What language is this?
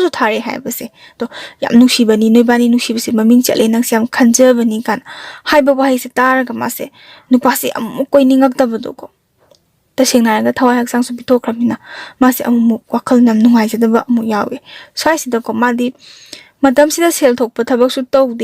Manipuri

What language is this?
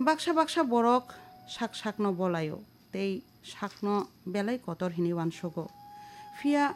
Kok Borok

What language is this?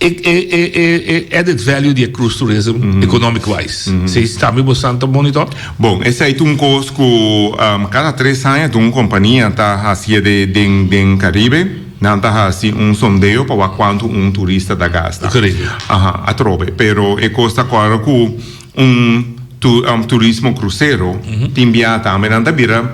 Papiamento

